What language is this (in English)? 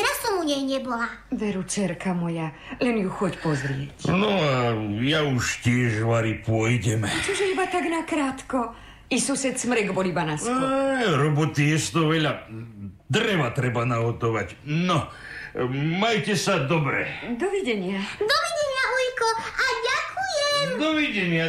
Slovak